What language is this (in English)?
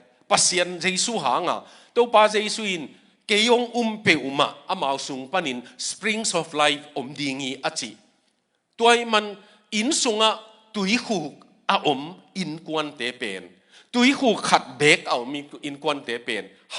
Tedim Chin